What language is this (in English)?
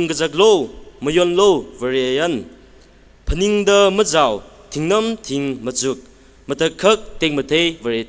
Tangkhul Naga (India)